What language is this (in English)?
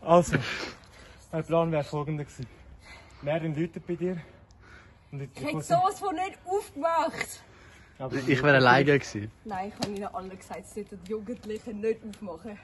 Swiss German